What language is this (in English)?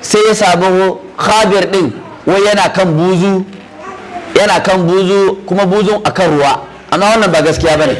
Hausa